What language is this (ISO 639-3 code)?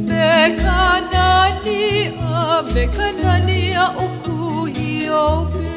haw